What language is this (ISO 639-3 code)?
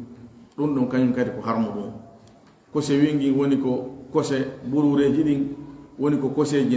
ful